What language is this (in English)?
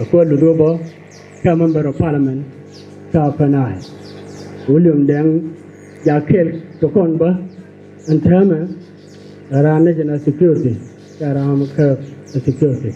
Nuer